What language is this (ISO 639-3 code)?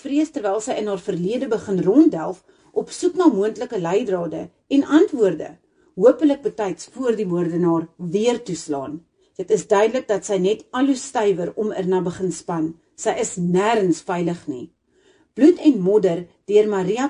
afr